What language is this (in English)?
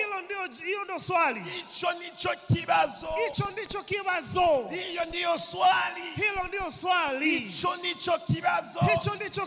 Swahili